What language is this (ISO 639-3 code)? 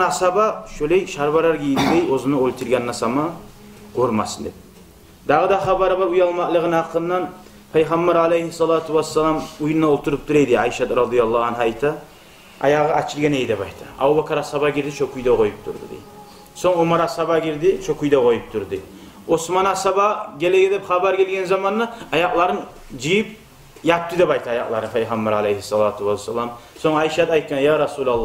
kum